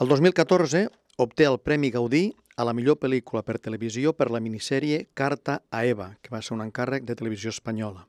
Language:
Catalan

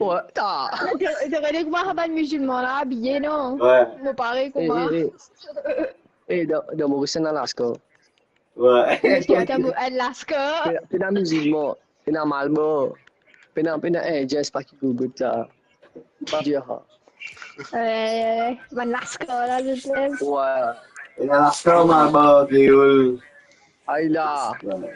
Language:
Morisyen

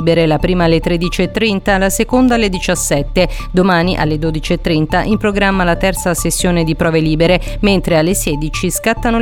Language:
Italian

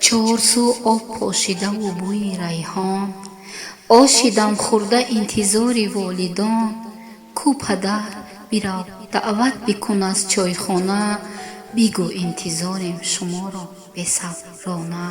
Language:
Tajik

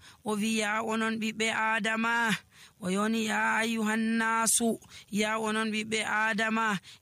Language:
Nigerian Fulfulde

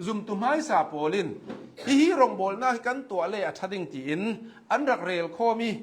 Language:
Hakha Chin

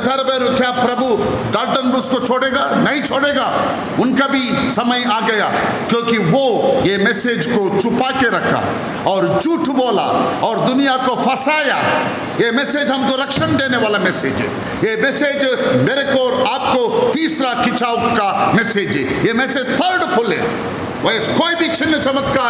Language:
Hindi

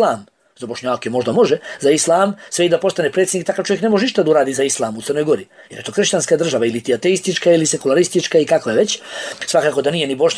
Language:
Bosnian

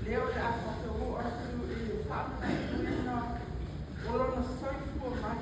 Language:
Samoan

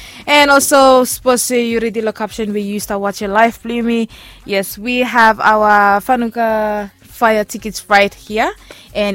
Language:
Bislama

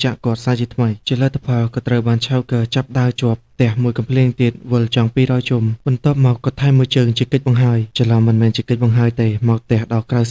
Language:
Khmer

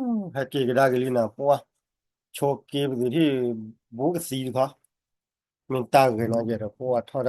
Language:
S'gaw Karen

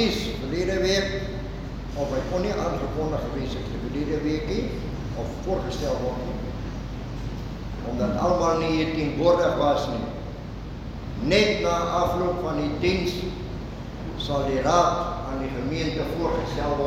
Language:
Afrikaans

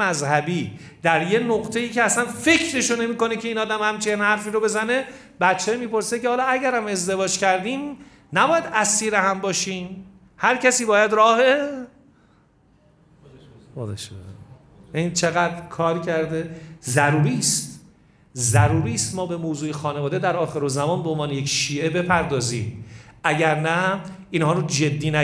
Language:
Persian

